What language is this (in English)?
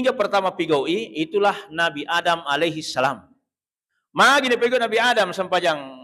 Buginese